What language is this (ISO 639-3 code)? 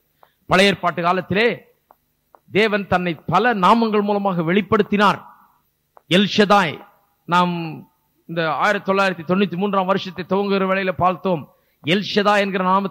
tam